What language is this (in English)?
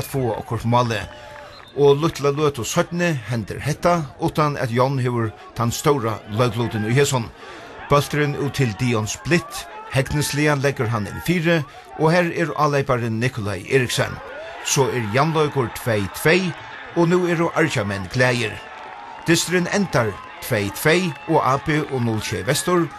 Faroese